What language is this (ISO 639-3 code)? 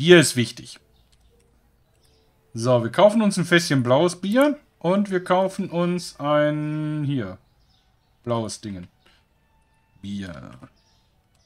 deu